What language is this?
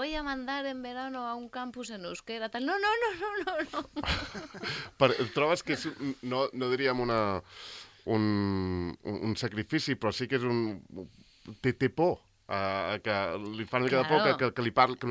Catalan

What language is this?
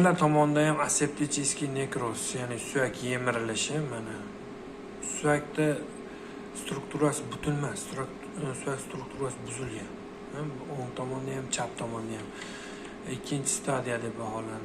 Uzbek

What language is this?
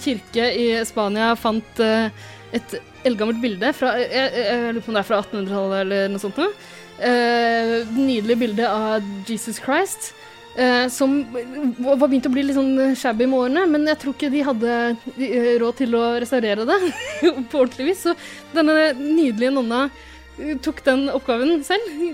Norwegian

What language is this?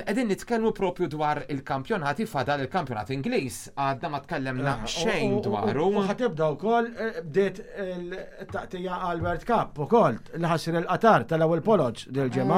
Maltese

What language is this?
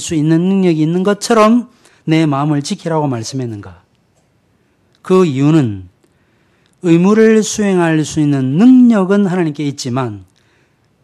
Korean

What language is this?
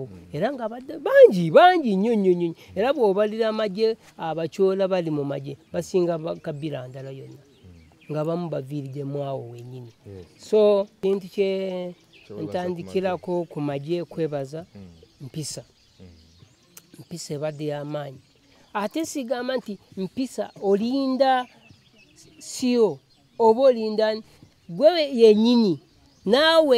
Ganda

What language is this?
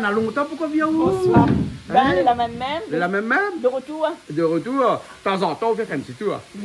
Réunion Creole French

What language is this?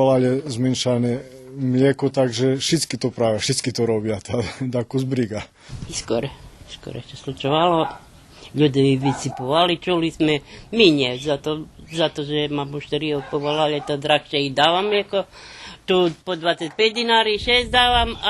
Rusyn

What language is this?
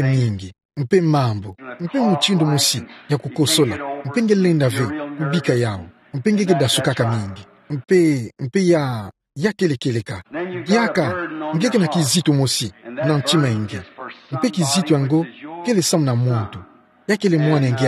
Kituba (Democratic Republic of Congo)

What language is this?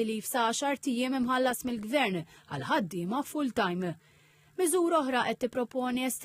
Maltese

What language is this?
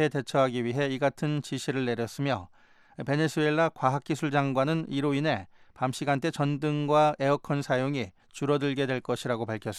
Korean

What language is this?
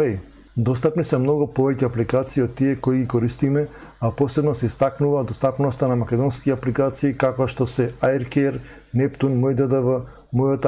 Macedonian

